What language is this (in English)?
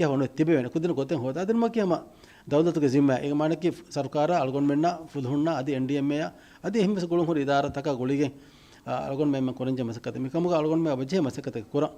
Divehi